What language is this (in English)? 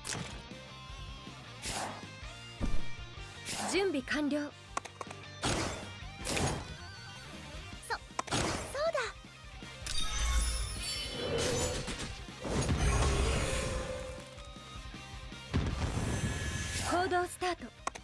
Japanese